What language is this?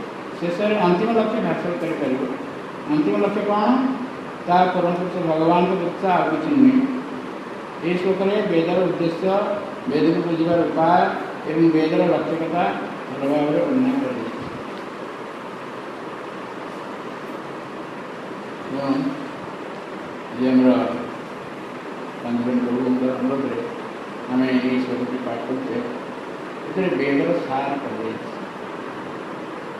Odia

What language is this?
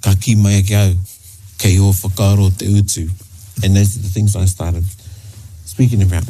Māori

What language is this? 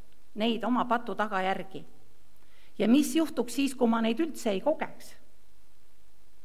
Estonian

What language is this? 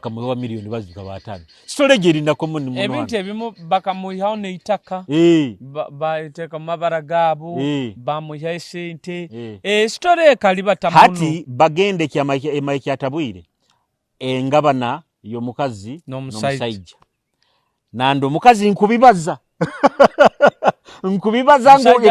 Nyoro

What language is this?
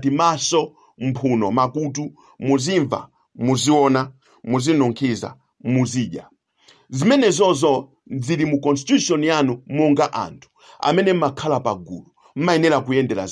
Nyanja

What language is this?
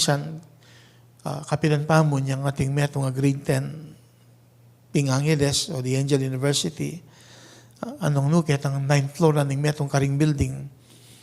Pampanga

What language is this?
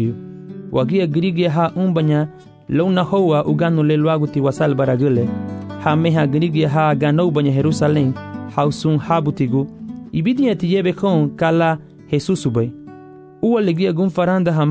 Garifuna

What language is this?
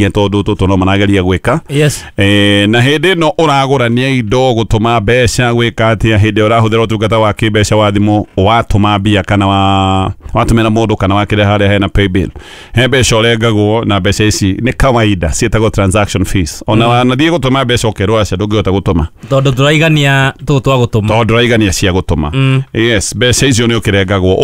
Kikuyu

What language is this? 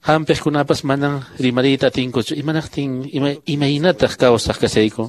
Quechua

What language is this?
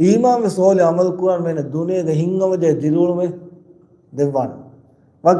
Divehi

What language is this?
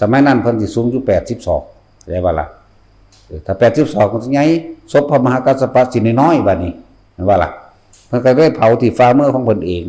Northeastern Thai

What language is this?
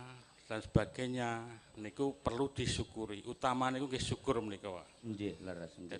Javanese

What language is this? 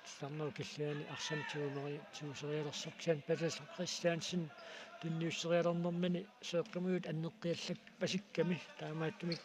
Kalaallisut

